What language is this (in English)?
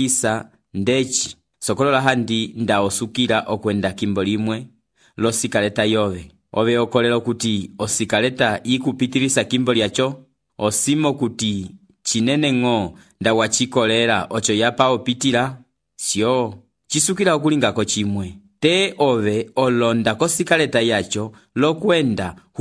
Umbundu